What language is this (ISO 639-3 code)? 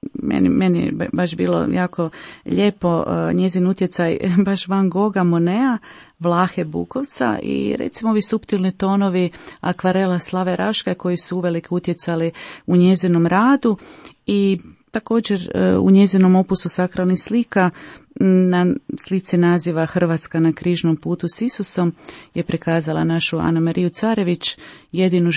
hrv